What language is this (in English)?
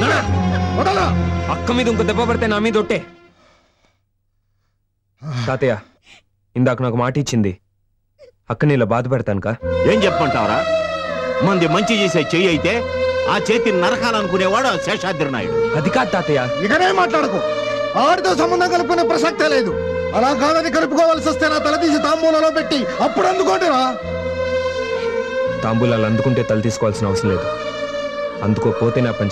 Telugu